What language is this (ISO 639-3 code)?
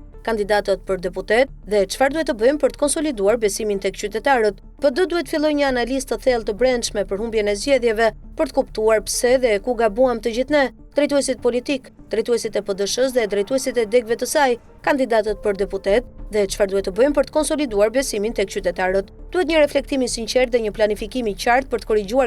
sqi